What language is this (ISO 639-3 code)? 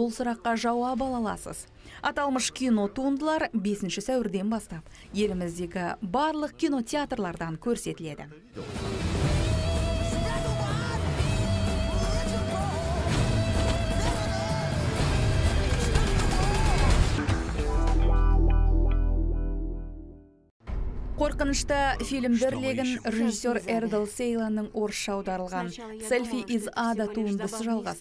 kaz